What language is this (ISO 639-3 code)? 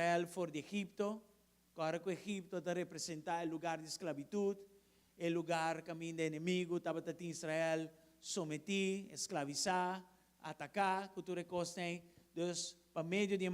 pap